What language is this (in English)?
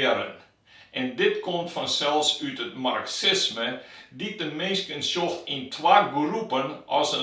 Western Frisian